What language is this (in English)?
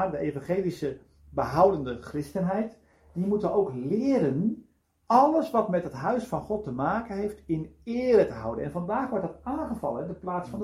Dutch